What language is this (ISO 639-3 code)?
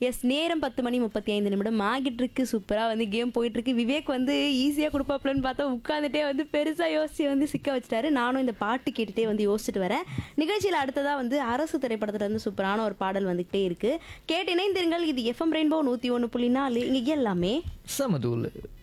tam